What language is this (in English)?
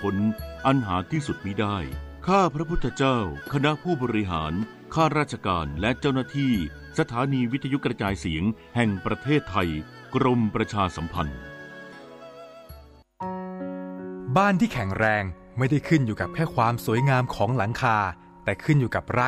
Thai